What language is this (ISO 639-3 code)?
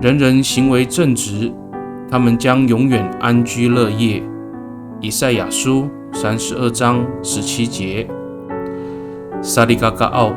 ami